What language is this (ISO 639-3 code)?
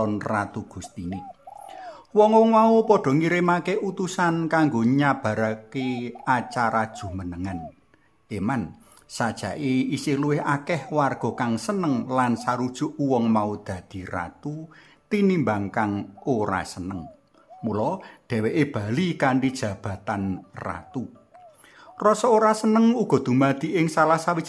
jav